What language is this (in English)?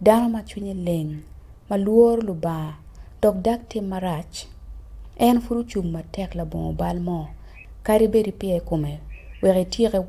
Acoli